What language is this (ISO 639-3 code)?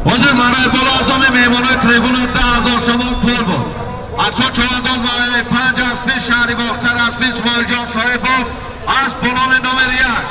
tgk